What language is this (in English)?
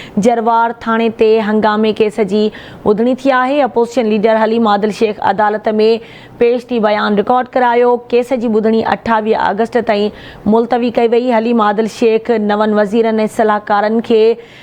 Sindhi